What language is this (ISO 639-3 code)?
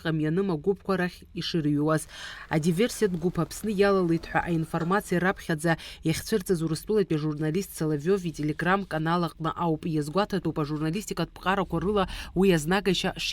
abk